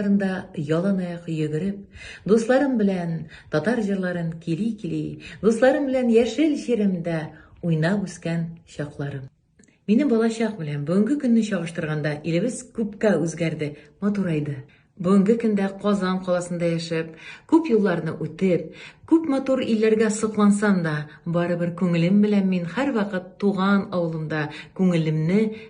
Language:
Tatar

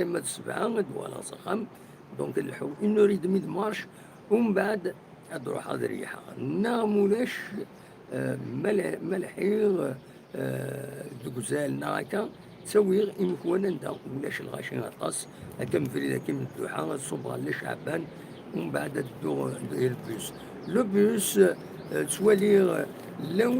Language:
Kabyle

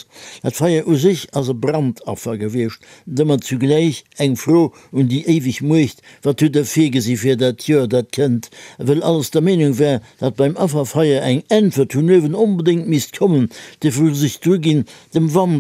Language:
Luxembourgish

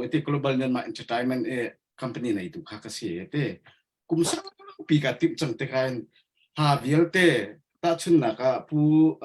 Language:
Hakha Chin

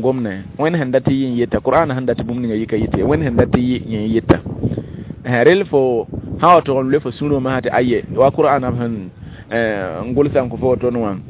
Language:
Mossi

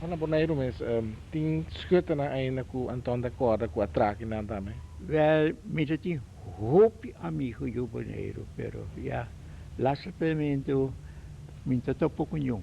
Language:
Papiamento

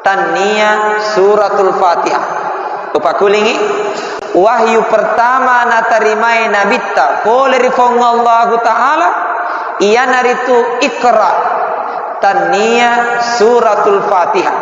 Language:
Buginese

